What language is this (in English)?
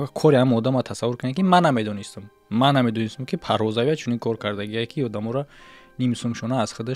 Tajik